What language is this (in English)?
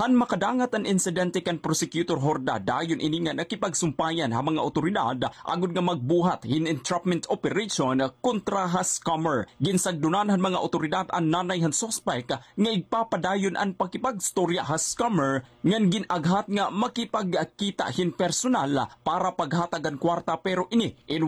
Waray